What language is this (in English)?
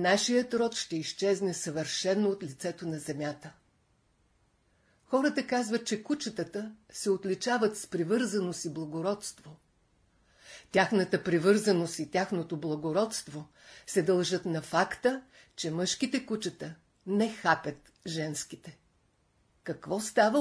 Bulgarian